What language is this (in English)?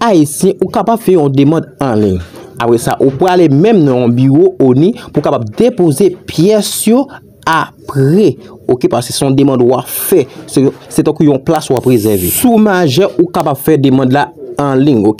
Haitian Creole